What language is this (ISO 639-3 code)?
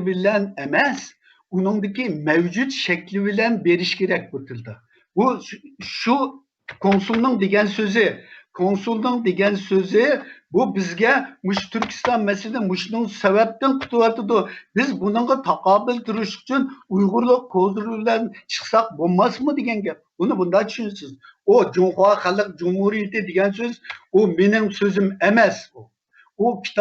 uig